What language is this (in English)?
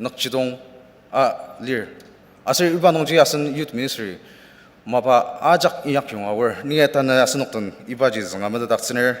Ao Naga